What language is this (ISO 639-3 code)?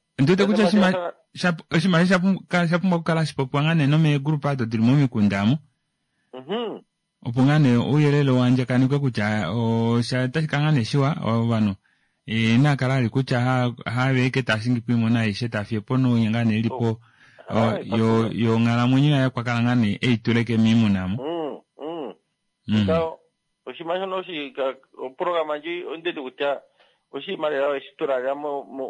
kua